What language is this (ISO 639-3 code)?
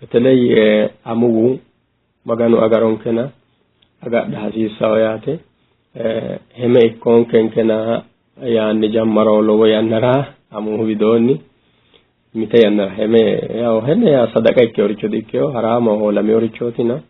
sid